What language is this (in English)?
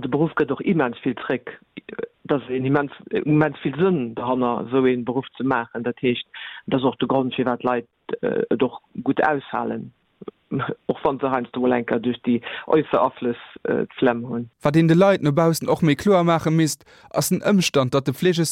Luxembourgish